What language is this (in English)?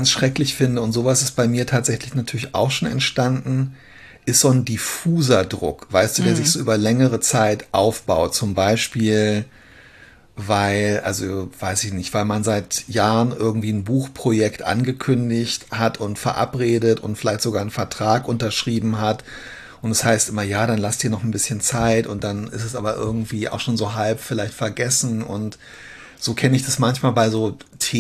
German